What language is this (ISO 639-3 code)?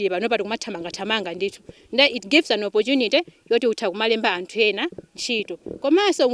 nya